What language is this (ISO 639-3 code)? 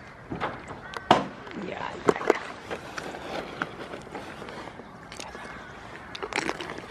dan